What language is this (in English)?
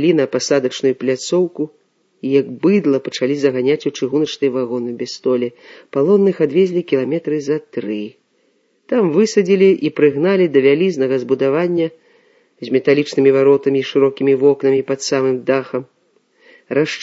Belarusian